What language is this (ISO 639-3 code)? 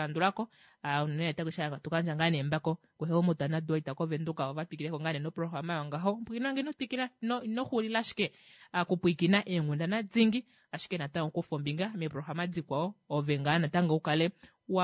kua